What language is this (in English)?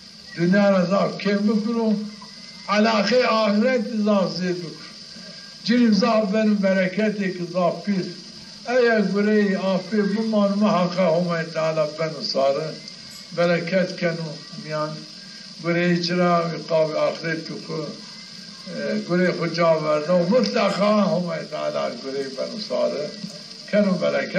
Zaza